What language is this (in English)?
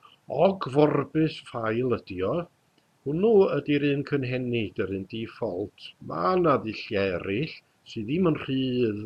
Welsh